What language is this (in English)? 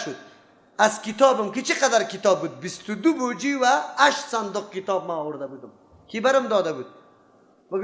Persian